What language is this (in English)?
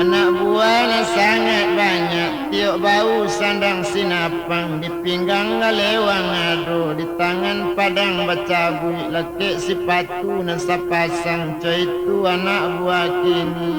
Minangkabau